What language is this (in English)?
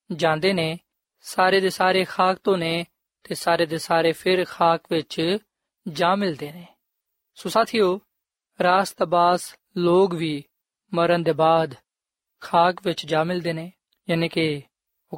Punjabi